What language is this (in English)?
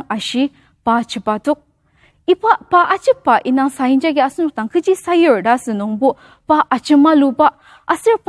Ao Naga